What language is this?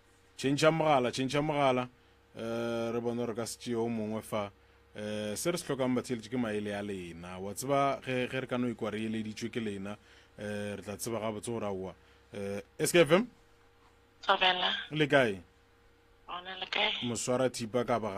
Northern Sotho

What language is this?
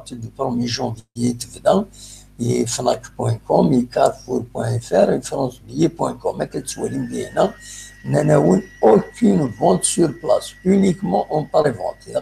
Kabyle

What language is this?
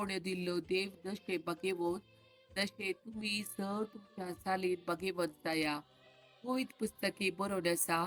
Konkani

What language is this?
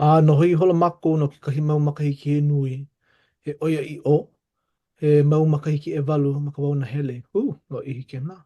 Hawaiian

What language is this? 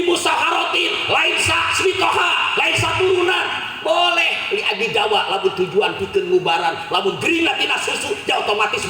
Sundanese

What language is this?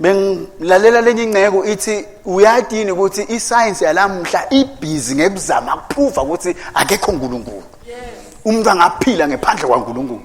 Swati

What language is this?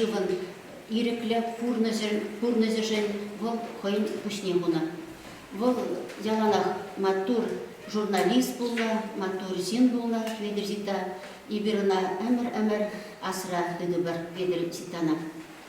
Chuvash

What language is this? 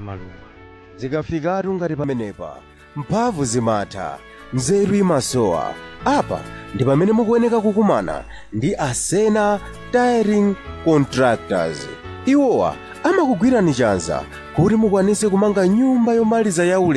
Nyanja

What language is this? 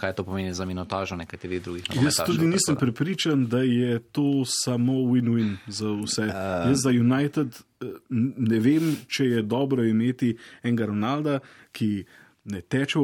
Slovenian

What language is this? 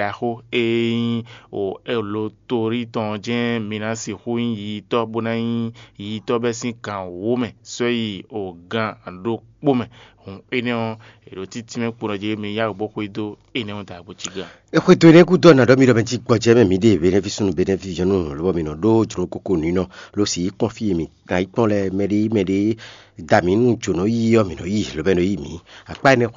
Fon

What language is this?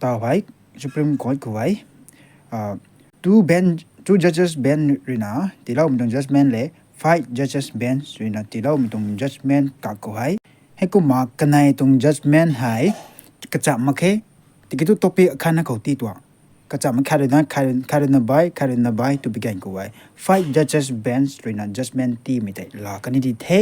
Rongmei Naga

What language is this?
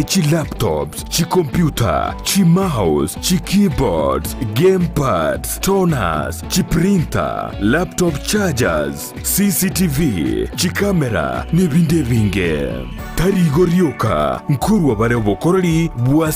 Gusii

